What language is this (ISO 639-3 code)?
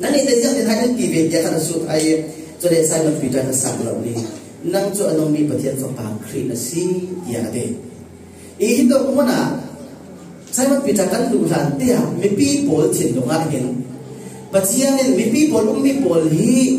cfm